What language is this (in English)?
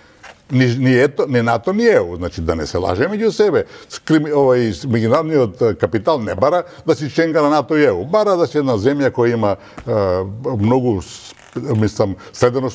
Macedonian